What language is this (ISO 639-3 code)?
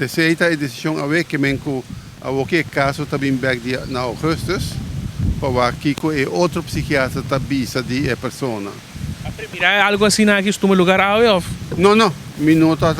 pap